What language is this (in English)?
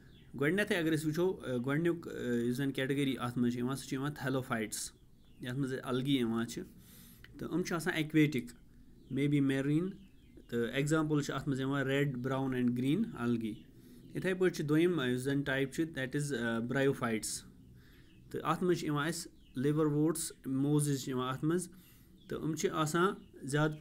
Kashmiri